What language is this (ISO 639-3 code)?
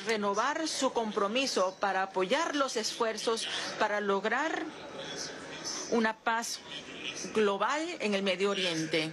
spa